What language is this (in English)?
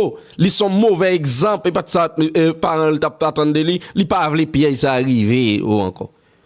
Haitian Creole